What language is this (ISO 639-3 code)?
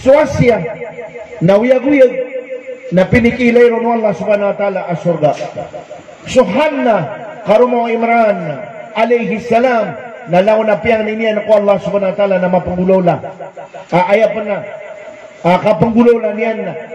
mrw